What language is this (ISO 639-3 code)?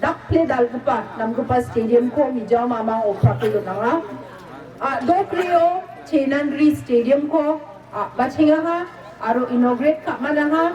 grt